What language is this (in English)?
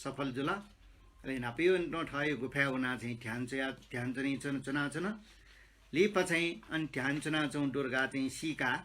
Newari